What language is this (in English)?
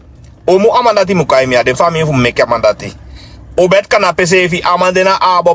Sranan Tongo